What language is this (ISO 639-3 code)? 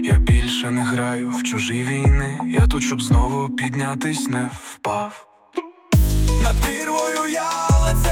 ukr